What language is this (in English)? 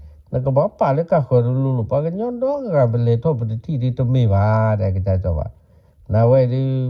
S'gaw Karen